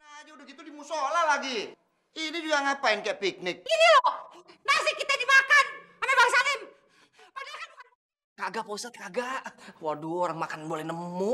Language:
Betawi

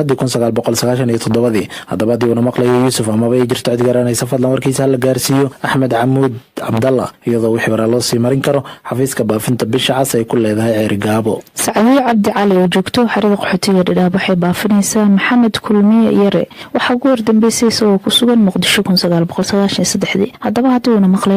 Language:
Somali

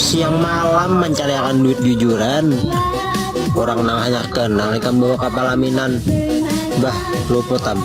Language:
Banjar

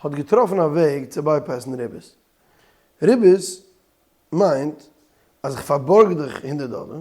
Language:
Yiddish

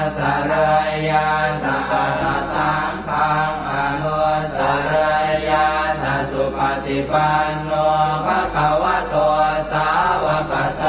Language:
Pali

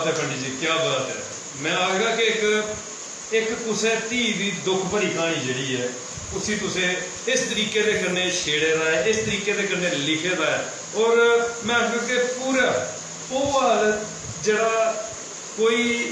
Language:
Dogri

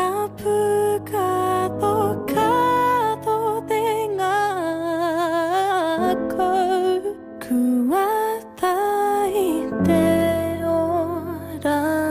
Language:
Māori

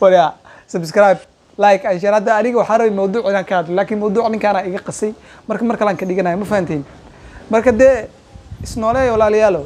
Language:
Somali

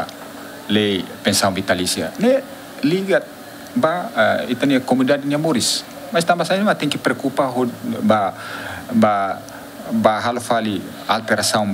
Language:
Tetum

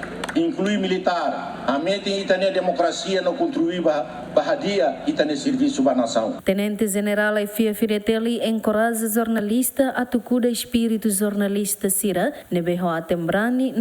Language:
Tetum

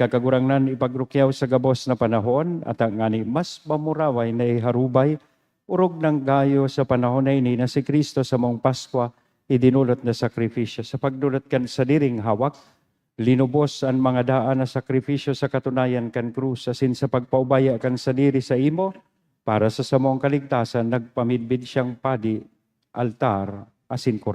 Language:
Bikol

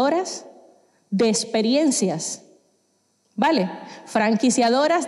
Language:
Spanish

